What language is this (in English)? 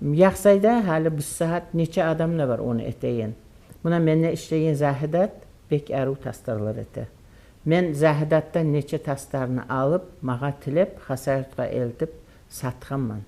Kumyk